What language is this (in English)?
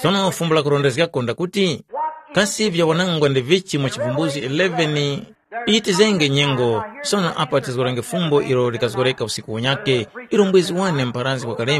Tumbuka